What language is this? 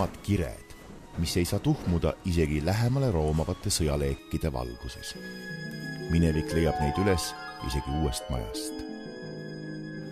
Estonian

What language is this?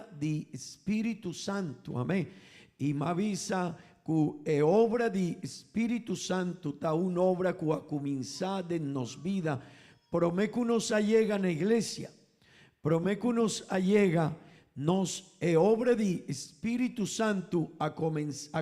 Papiamento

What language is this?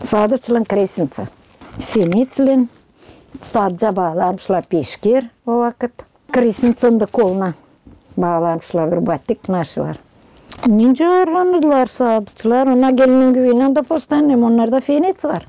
Gagauz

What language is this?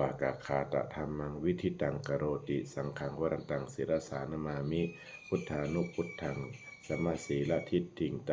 Pali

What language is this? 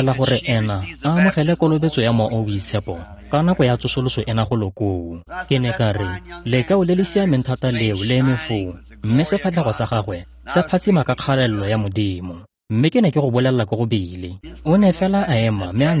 Tswana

